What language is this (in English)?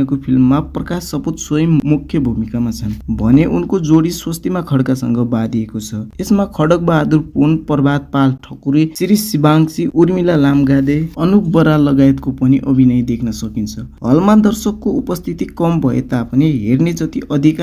Nepali